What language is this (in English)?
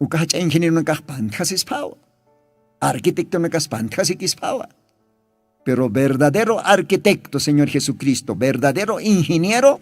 Aymara